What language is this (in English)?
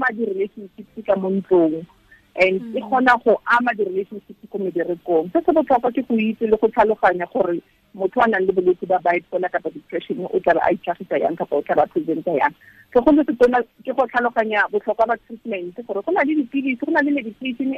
Tswana